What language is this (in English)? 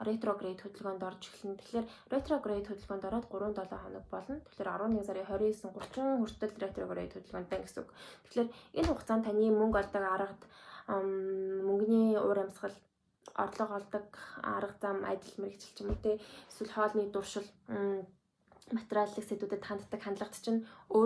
Mongolian